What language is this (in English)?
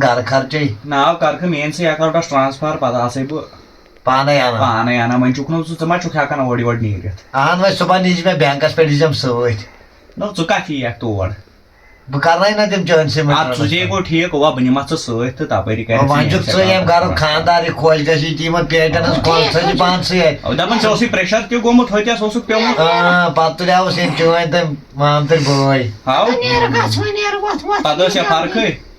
Kashmiri